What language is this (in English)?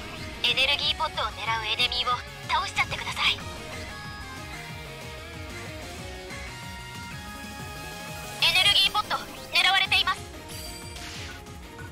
Japanese